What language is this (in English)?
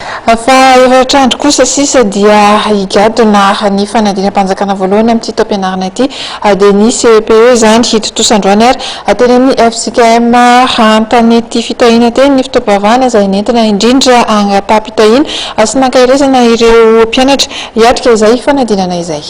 Malagasy